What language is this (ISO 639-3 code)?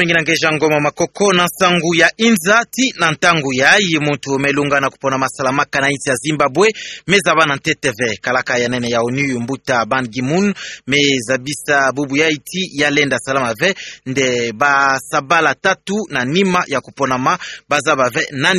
ktu